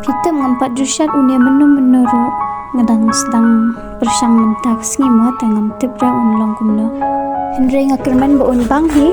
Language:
Khasi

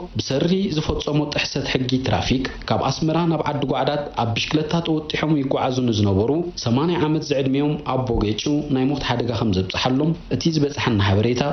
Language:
Tigrinya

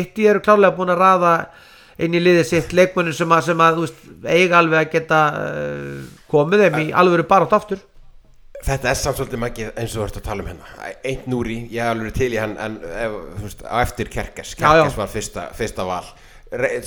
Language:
Icelandic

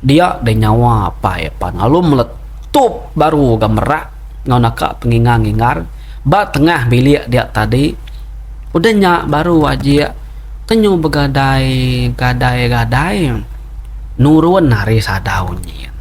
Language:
Iban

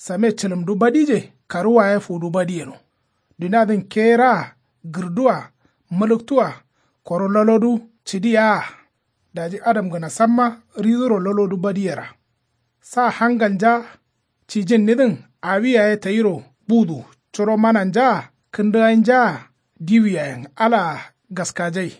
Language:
Kanuri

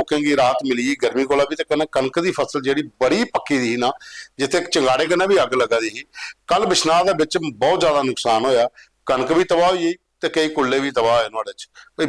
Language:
Dogri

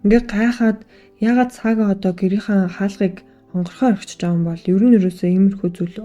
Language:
Mongolian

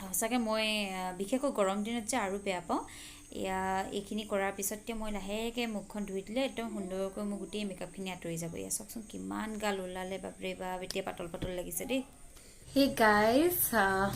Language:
Assamese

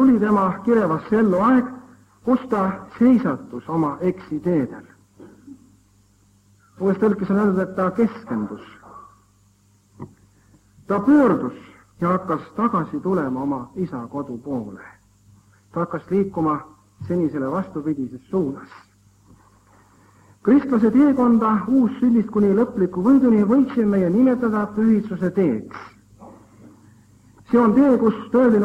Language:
Estonian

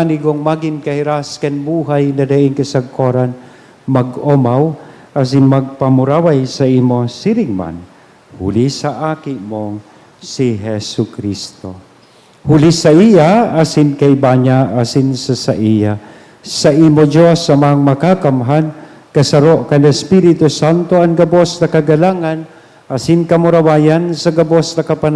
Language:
Bikol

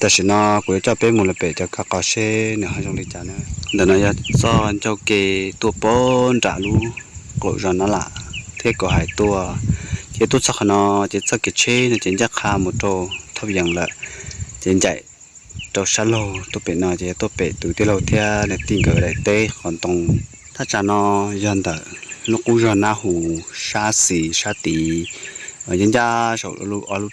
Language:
Hmong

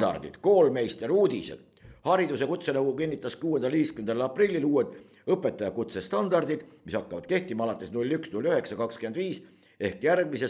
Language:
Estonian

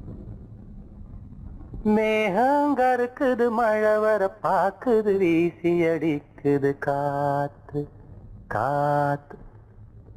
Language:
Tamil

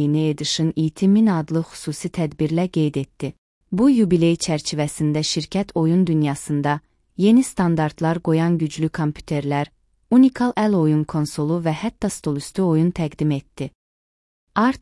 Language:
Azerbaijani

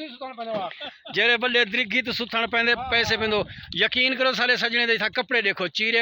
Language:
Saraiki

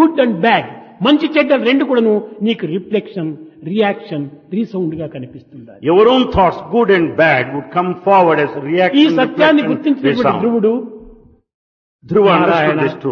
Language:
Telugu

